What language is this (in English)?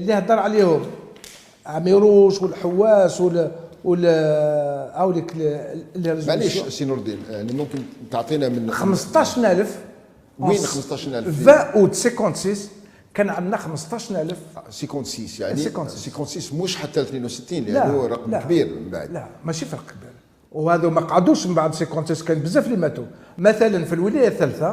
Algerian Arabic